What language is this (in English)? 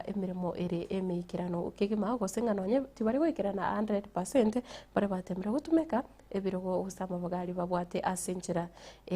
Gusii